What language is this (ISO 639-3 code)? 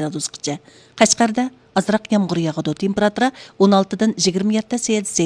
uig